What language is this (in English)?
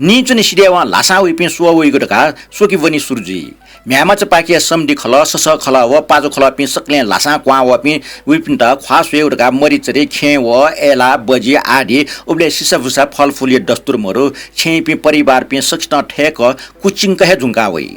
Newari